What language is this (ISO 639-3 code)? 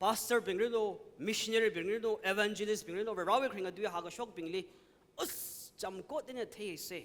nmf